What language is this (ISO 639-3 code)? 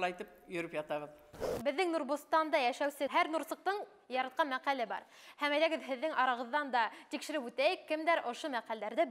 bak